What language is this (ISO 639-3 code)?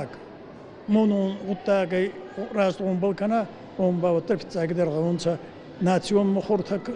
oss